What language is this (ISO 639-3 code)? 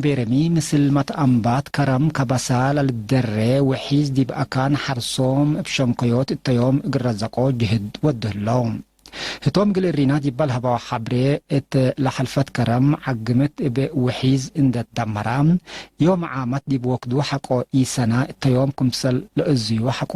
tig